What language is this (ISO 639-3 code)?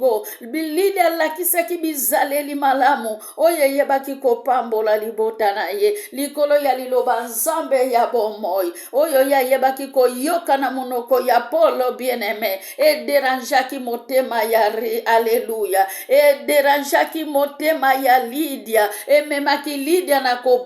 lin